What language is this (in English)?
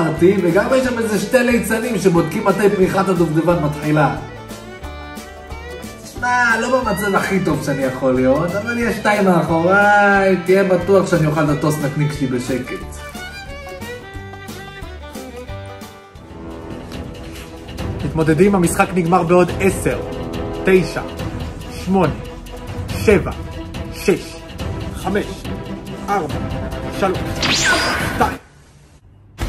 Hebrew